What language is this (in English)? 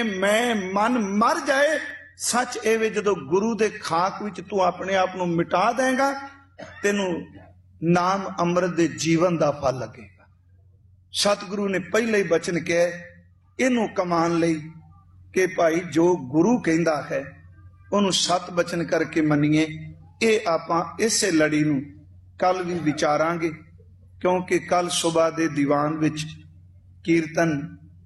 Punjabi